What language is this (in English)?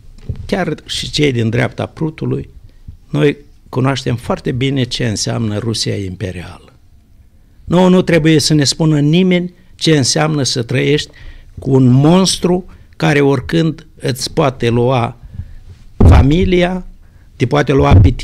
Romanian